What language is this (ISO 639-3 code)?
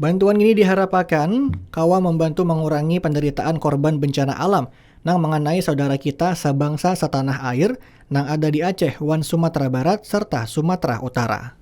bjn